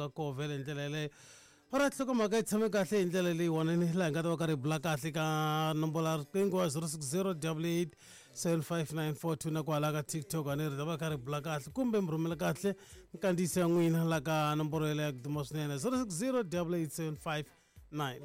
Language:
Tsonga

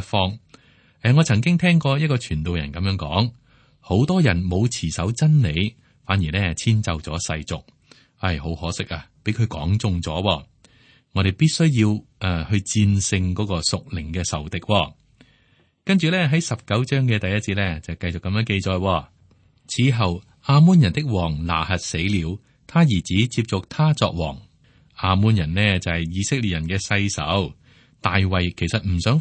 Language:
Cantonese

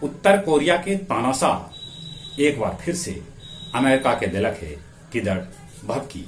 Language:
Magahi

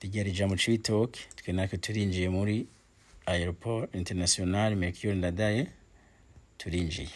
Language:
Rundi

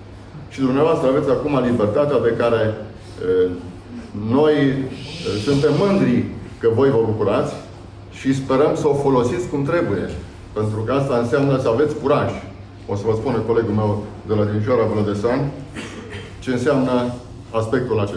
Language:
Romanian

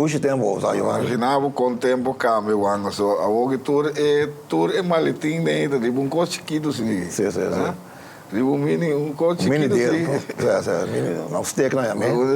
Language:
Papiamento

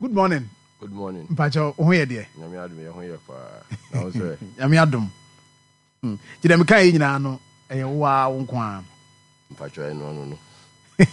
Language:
Akan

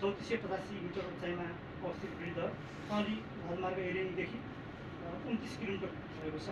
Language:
Nepali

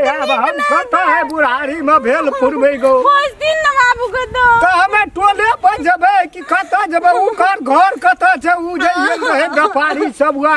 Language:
Maithili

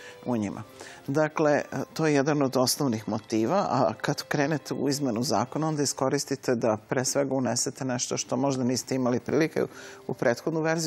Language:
Serbian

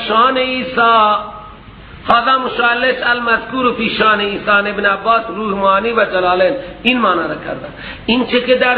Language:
Persian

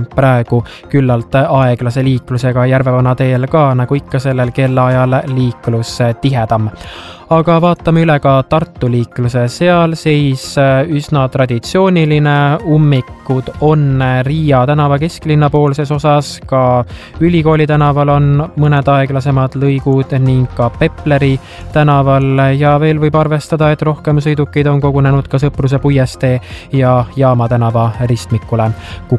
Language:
Estonian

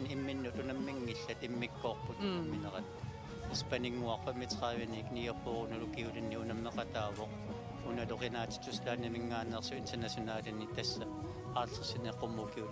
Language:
Kalaallisut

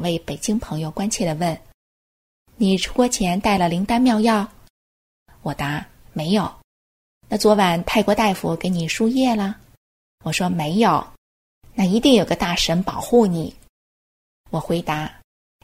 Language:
Chinese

